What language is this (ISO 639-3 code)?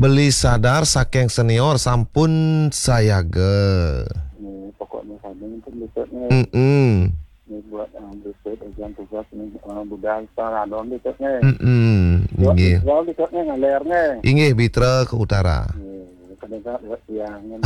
ban